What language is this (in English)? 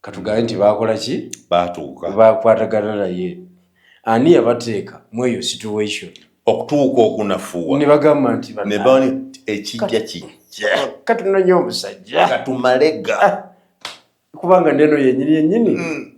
Ganda